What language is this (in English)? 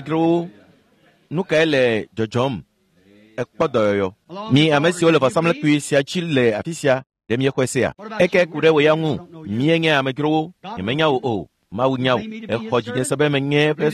Ewe